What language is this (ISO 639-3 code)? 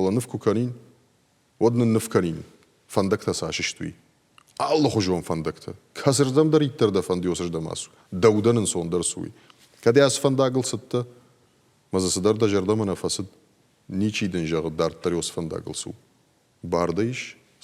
oss